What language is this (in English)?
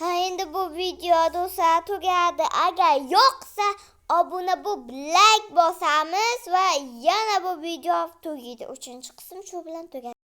Uzbek